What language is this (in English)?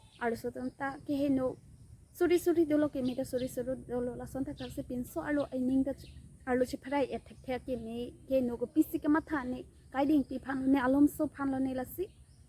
Karbi